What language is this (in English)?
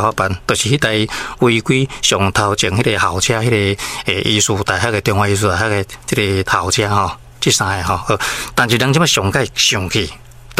Min Nan Chinese